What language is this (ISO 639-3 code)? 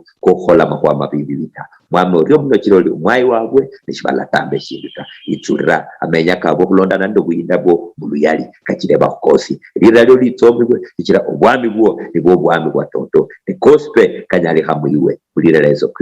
luy